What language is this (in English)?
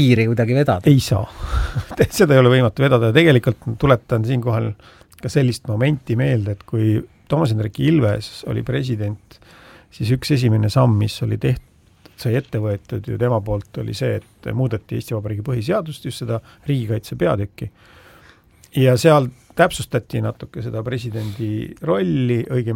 Estonian